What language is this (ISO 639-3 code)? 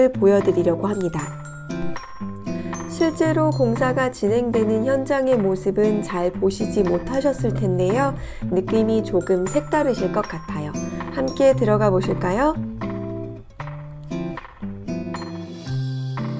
kor